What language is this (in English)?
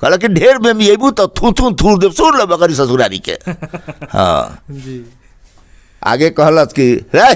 Bhojpuri